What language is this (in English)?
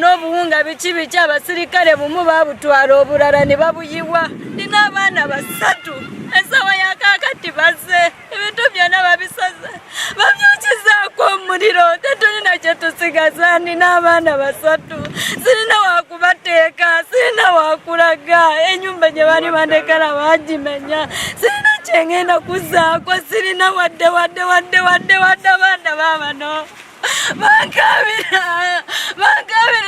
Ganda